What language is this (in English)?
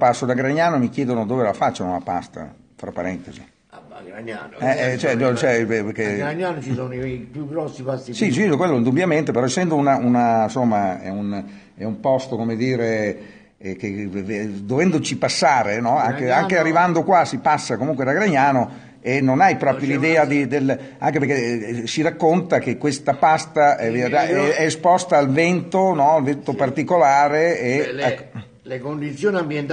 Italian